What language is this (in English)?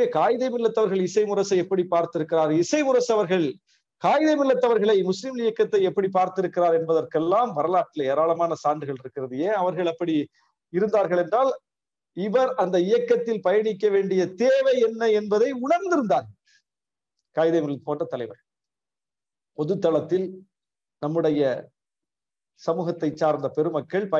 Tamil